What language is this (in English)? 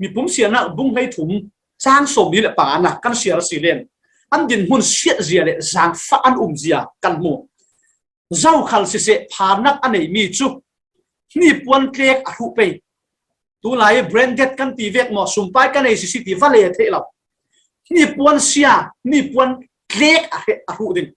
Falam Chin